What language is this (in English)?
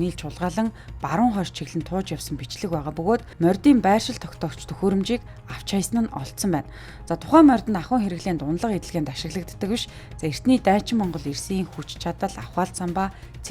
Mongolian